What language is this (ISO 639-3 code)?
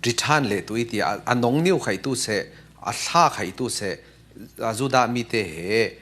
cfm